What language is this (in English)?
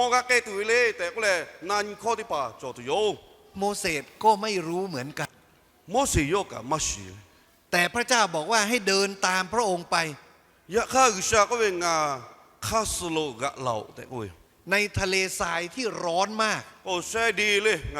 Lahu